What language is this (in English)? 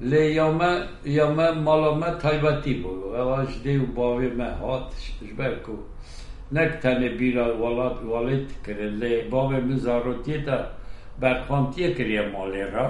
Kurdish